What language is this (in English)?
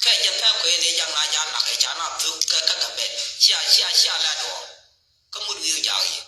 Nuer